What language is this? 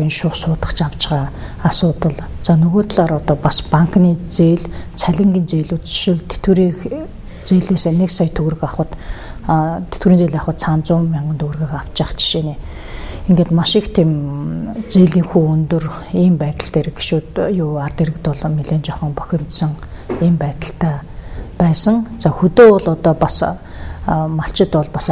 Mongolian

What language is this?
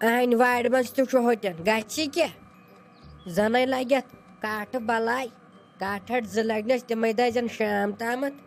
Kashmiri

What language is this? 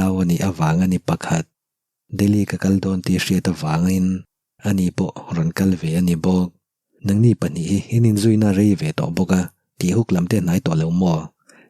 Mizo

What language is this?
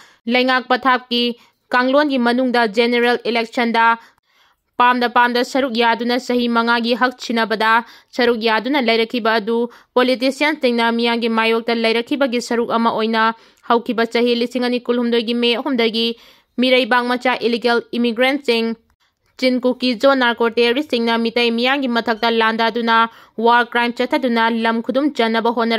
Manipuri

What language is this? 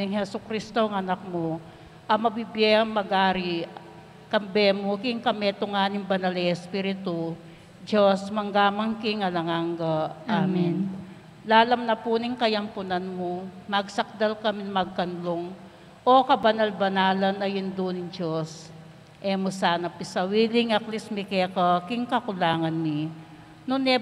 Pampanga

